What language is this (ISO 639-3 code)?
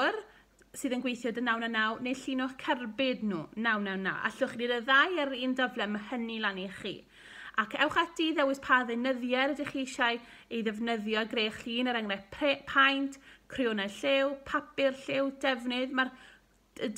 cym